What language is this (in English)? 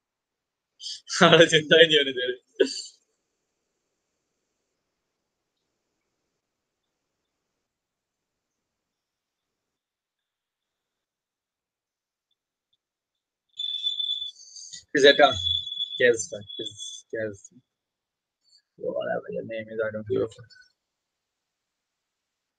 Hindi